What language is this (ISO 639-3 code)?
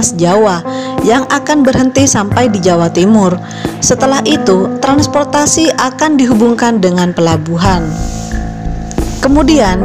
ind